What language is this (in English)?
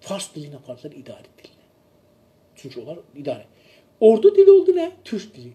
South Azerbaijani